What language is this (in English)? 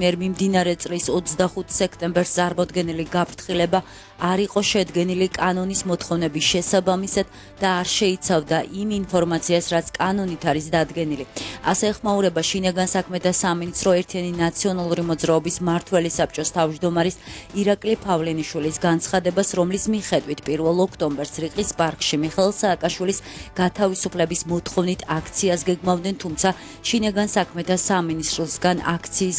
Georgian